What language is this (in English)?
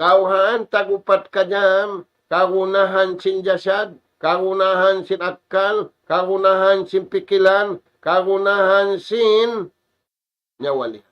Tausug